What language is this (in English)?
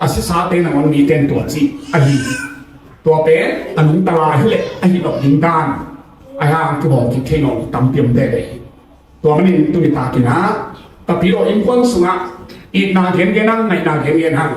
Tedim Chin